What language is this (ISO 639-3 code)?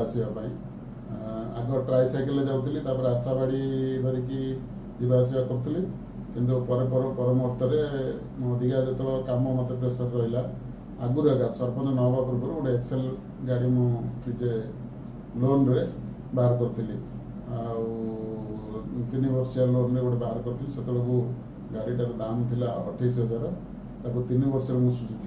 ori